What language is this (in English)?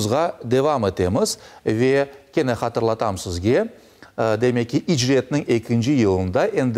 Crimean Tatar